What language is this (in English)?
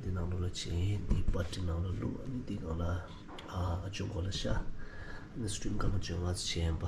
Tibetan